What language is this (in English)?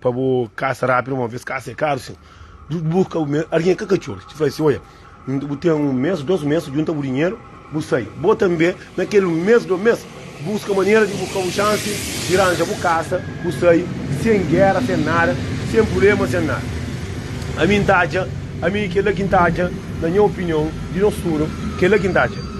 Kabuverdianu